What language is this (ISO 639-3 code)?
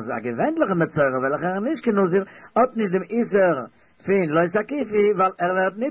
yid